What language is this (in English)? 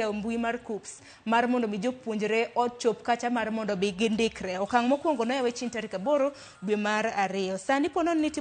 Luo (Kenya and Tanzania)